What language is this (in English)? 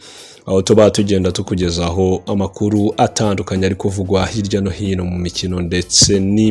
Kinyarwanda